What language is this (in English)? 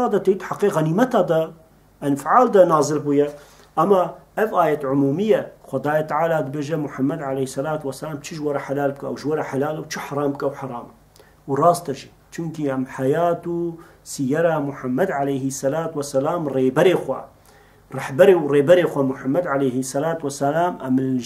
Kurdish